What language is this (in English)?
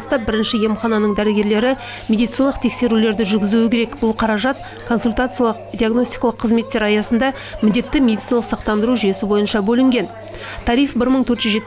Kazakh